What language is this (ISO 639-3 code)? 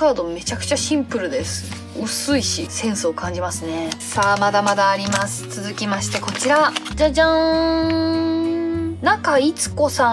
jpn